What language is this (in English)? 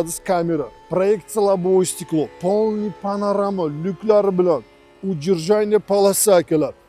Uzbek